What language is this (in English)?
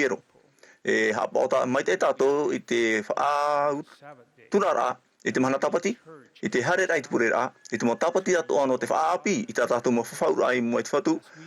Tahitian